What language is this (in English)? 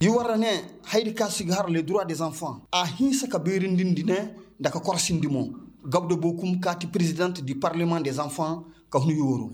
Koyraboro Senni